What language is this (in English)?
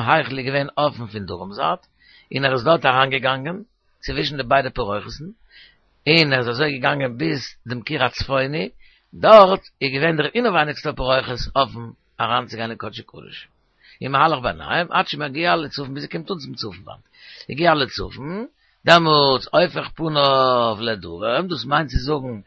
Yiddish